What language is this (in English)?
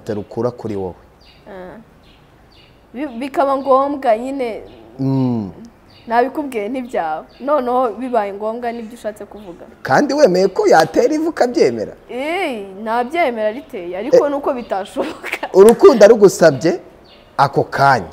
Kinyarwanda